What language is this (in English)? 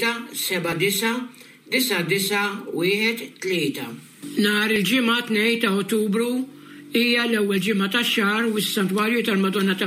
Maltese